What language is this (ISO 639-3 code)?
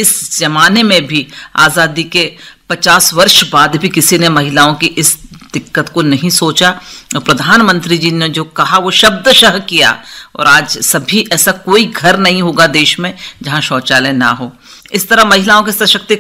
hin